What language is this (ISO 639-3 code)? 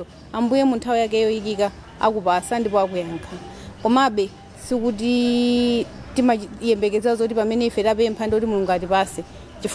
nya